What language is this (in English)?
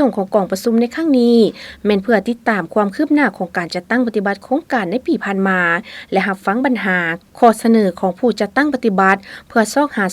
Lao